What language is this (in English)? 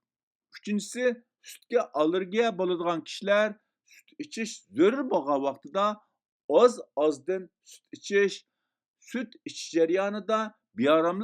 Uyghur